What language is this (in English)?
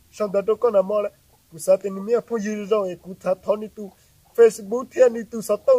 Hmong